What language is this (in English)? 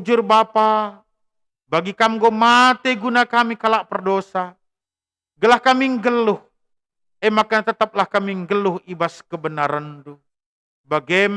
Batak Karo